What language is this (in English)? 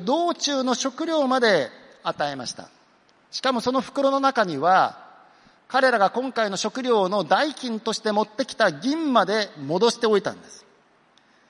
Japanese